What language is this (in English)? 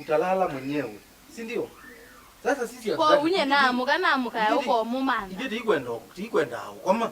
Kamba